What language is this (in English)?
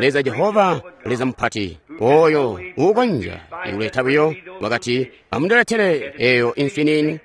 Tonga (Zambia)